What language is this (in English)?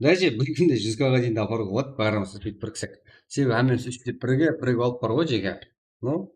Kara-Kalpak